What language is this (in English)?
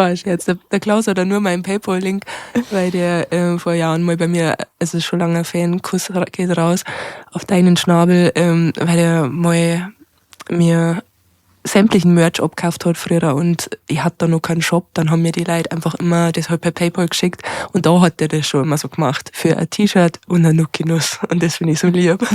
Bavarian